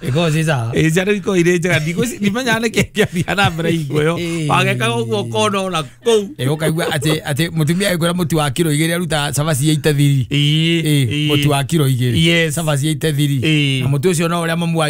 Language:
Kikuyu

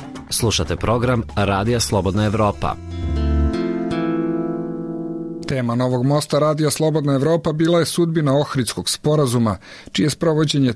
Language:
Serbian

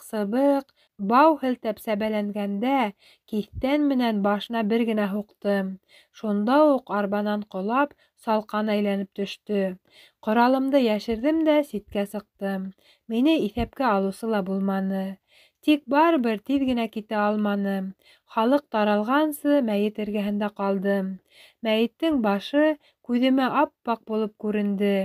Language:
Bashkir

